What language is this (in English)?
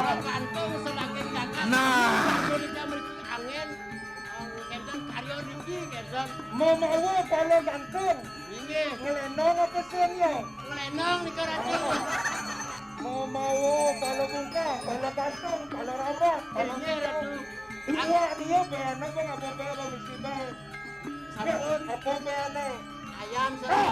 Balinese